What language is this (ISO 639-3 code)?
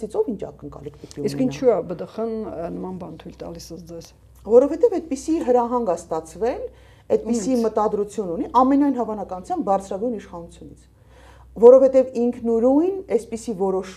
hye